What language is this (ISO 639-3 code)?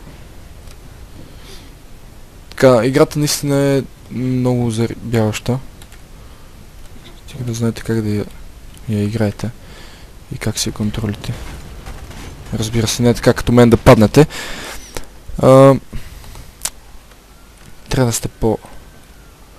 bul